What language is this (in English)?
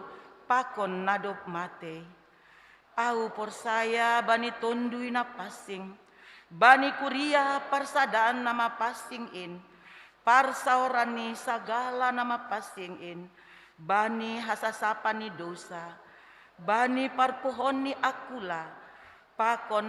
Batak Simalungun